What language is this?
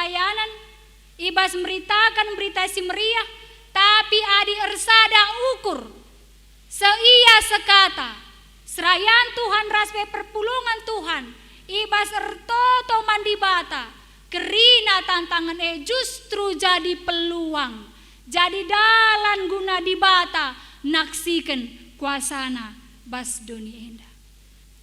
Batak Karo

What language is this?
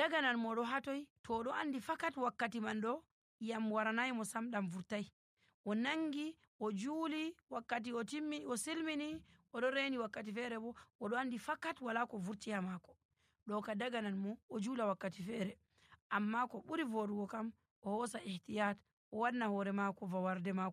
Nigerian Fulfulde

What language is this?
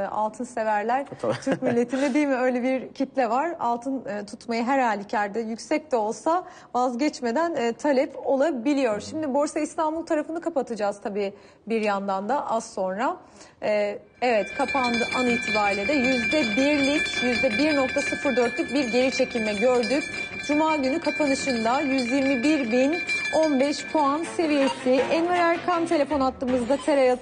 Turkish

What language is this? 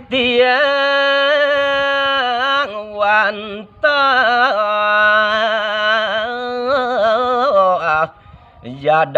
Balinese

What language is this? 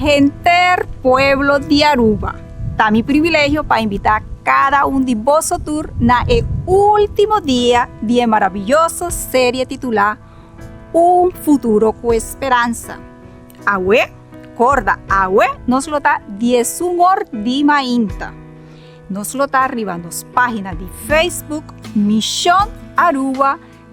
Papiamento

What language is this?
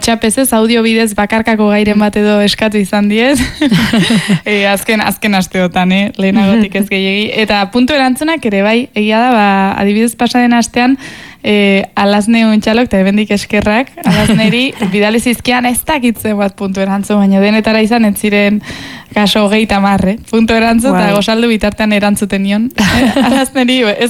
Basque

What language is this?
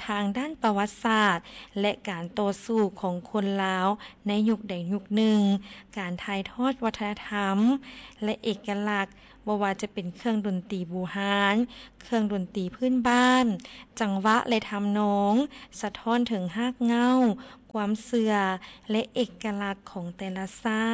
Lao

